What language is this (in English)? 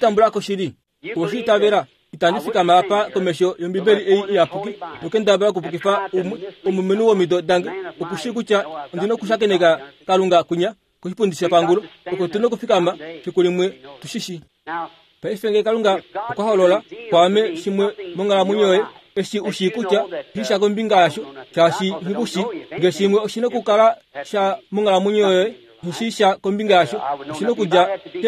Kuanyama